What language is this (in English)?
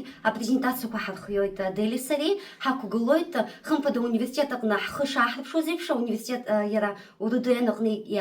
Abkhazian